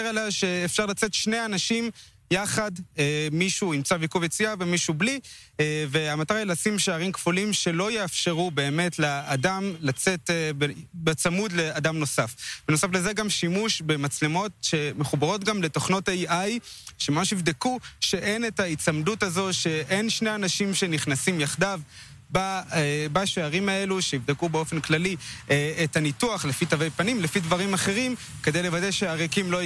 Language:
Hebrew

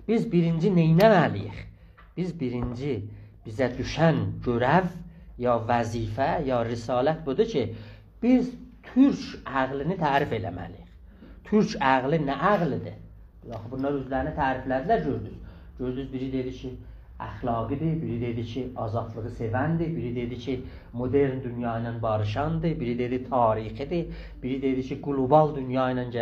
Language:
South Azerbaijani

